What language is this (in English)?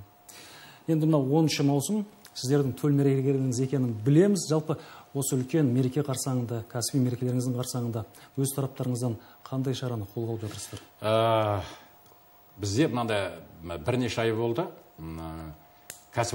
Kazakh